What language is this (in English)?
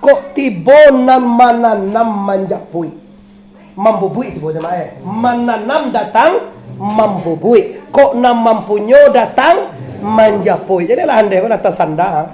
Minangkabau